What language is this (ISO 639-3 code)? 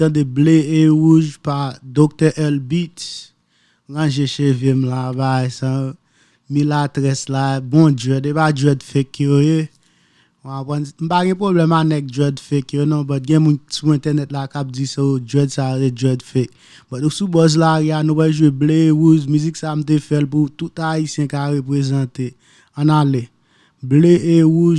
hat